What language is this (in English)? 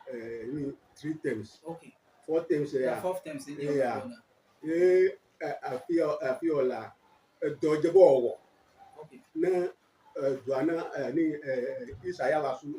Ewe